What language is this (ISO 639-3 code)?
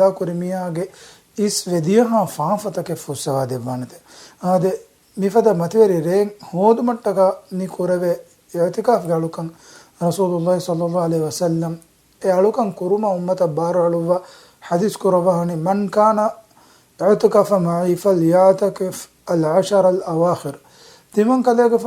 div